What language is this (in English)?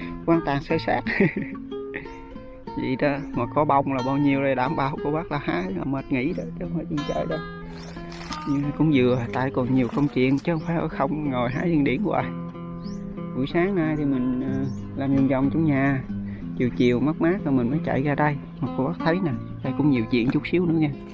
Vietnamese